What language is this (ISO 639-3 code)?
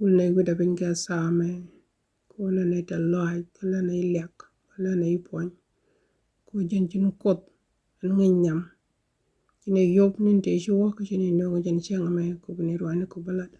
nus